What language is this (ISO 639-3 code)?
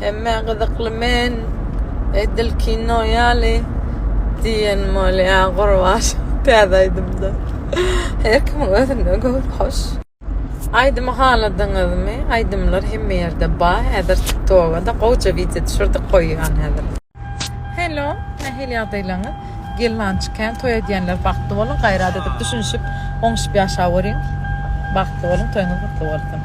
tuk